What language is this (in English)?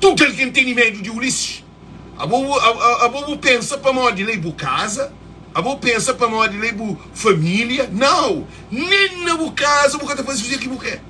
Kabuverdianu